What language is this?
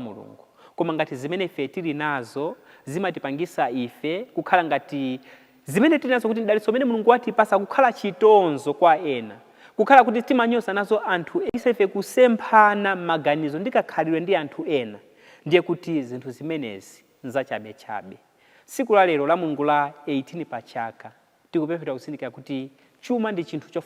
Nyanja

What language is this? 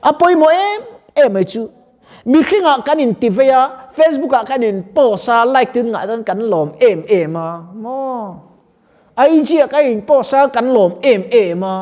Mizo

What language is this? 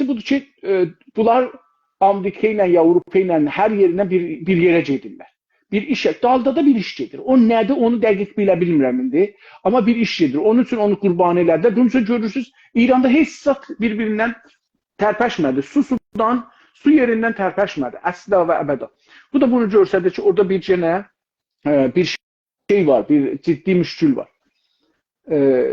South Azerbaijani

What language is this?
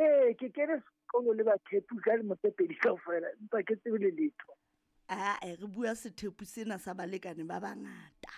Southern Sotho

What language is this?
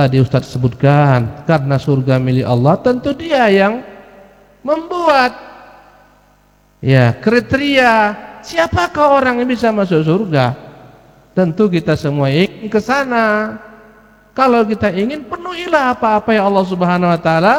Indonesian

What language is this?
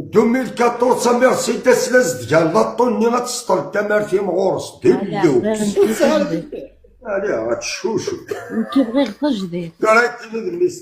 Kabyle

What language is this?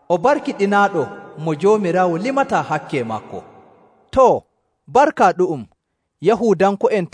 Nigerian Fulfulde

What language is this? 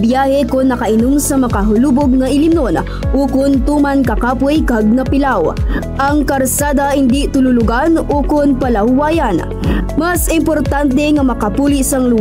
Hiligaynon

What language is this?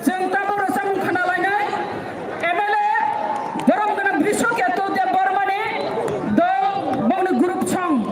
Kok Borok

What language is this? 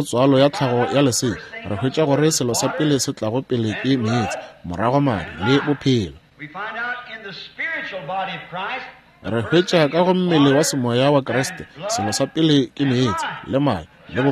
Northern Sotho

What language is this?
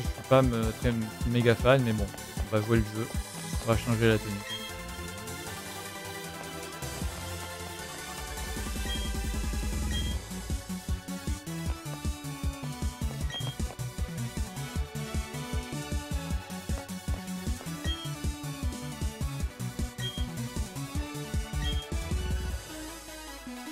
French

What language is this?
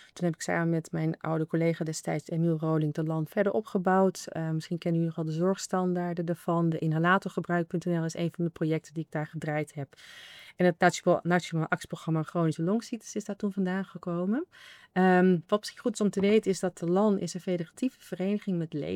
Dutch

